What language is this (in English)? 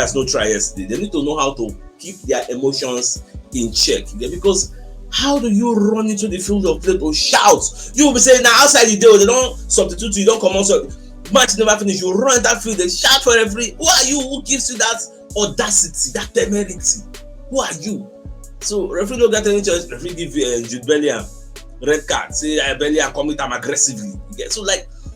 Nigerian Pidgin